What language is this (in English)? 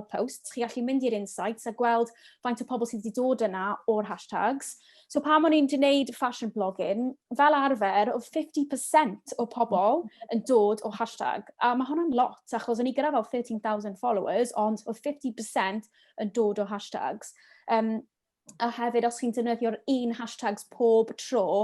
Welsh